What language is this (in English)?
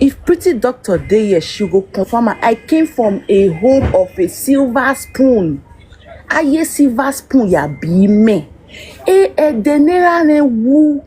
Nigerian Pidgin